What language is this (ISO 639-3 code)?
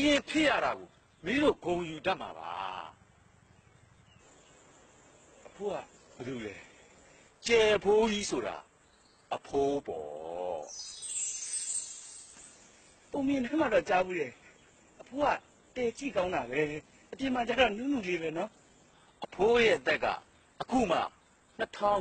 mya